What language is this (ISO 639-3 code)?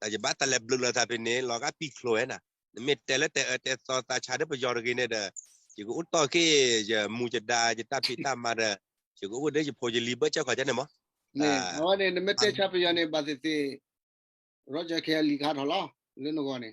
ksw